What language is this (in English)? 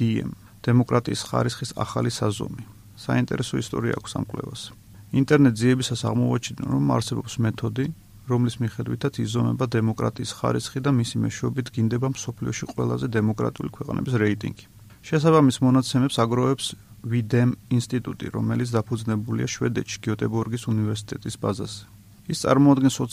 Georgian